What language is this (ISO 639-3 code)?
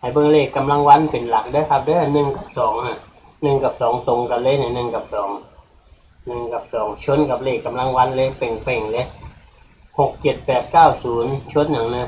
tts